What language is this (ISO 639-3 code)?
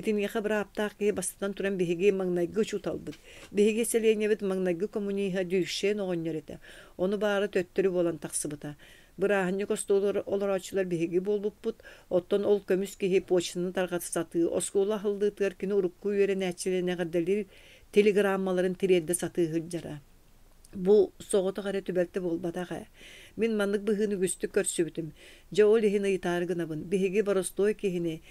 sah